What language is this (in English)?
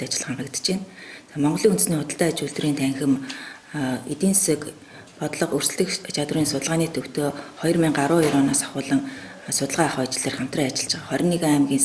Mongolian